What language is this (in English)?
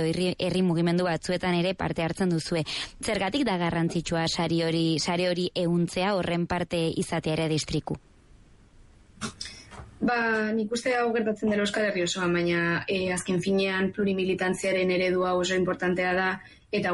Basque